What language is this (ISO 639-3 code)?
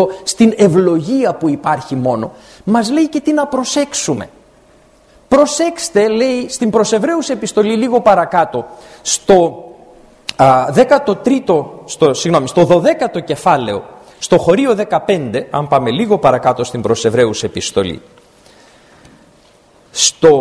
ell